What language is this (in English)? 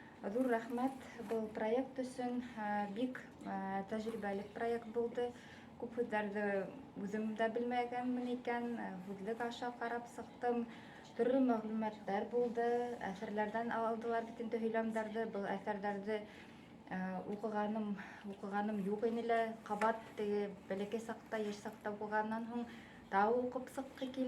Bashkir